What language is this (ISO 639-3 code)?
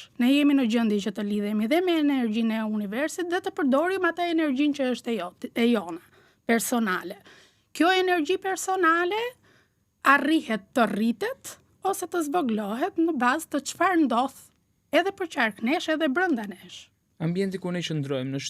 sqi